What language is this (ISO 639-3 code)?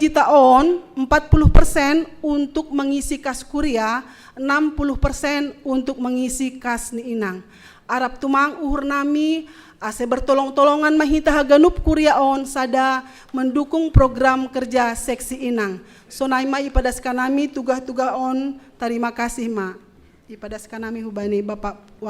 bts